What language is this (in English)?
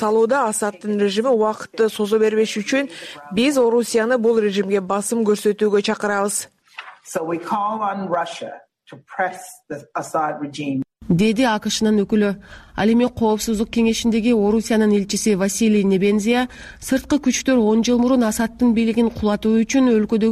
Kyrgyz